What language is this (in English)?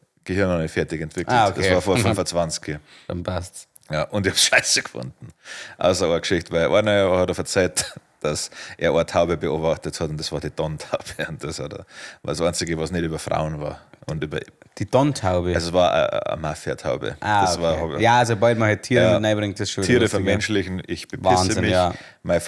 Bavarian